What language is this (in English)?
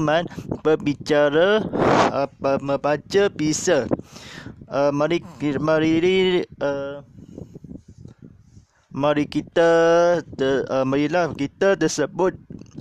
Malay